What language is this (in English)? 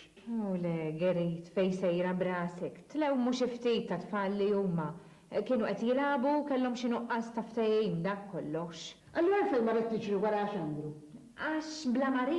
Maltese